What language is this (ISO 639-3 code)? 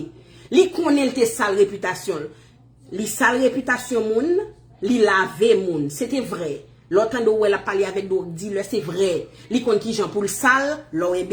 hat